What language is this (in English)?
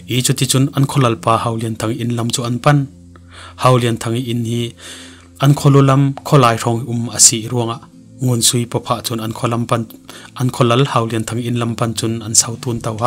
Falam Chin